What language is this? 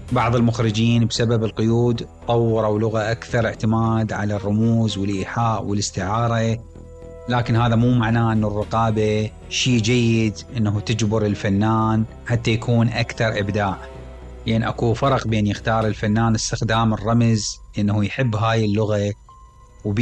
Mesopotamian Arabic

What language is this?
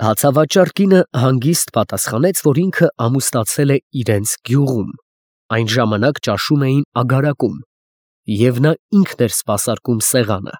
Armenian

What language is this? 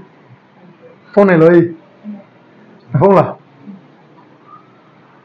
Vietnamese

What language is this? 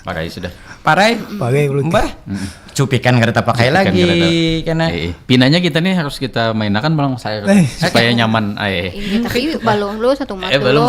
Banjar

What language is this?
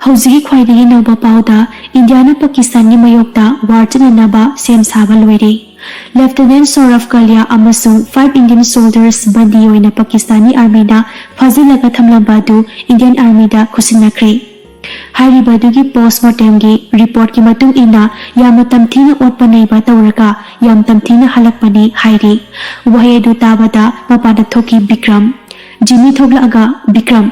Manipuri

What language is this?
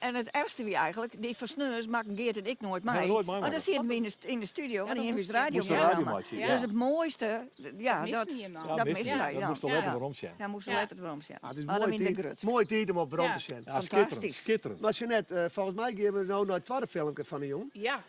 Western Frisian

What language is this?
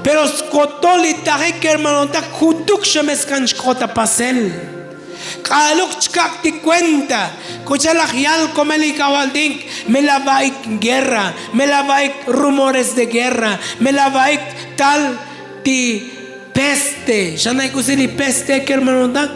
Tzotzil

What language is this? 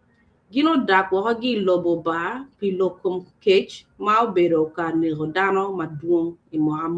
Acoli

